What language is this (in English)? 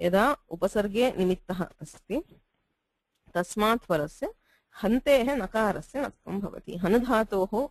Sanskrit